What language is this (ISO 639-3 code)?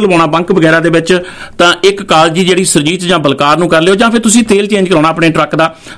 pan